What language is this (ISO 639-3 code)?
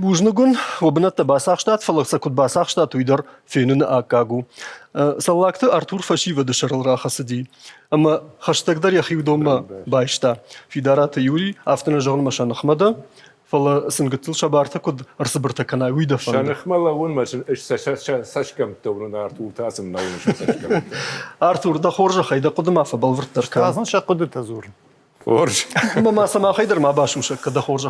oss